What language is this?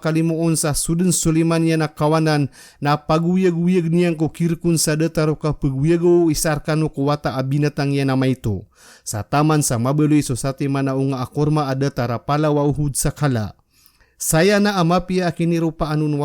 Maranao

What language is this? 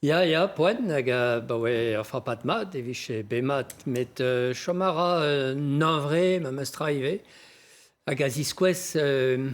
Breton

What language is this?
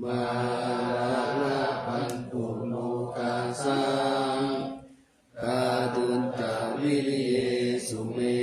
Pali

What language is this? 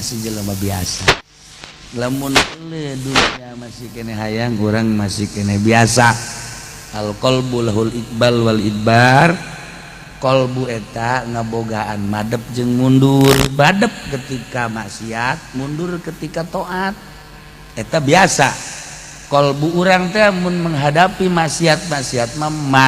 Sundanese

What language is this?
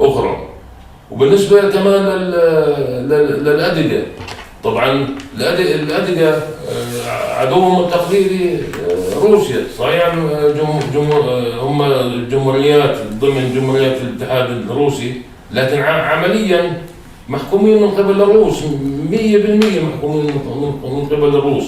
North Levantine Arabic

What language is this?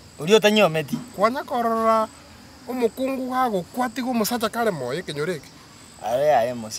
Gusii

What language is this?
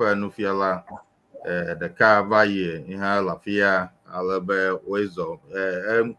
Ewe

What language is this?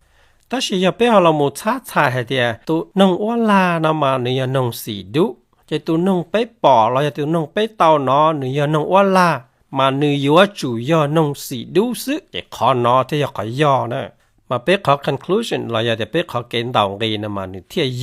Hmong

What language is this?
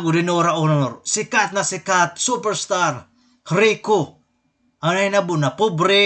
Waray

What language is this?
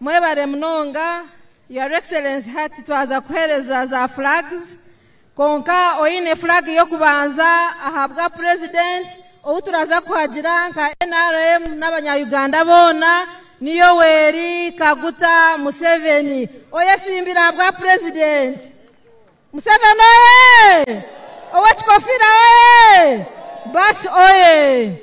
Nyankole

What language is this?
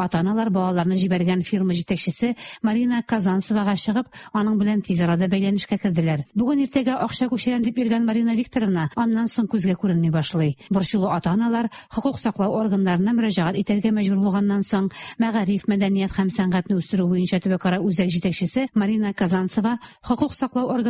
Tatar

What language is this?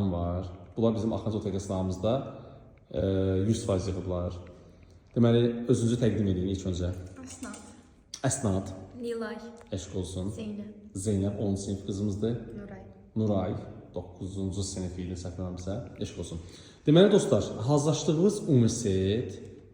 Azerbaijani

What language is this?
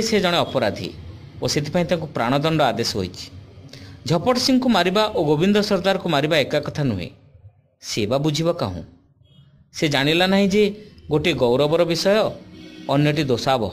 Odia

